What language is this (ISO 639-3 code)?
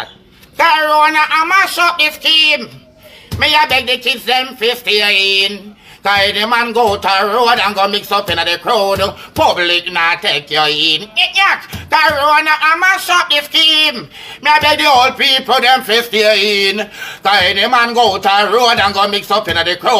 jam